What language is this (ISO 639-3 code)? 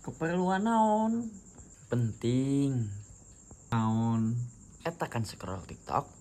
sun